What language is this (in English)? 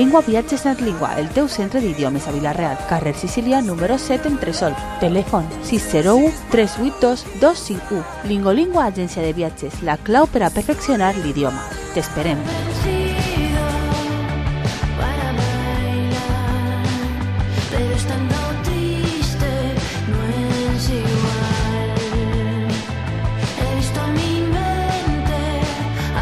Catalan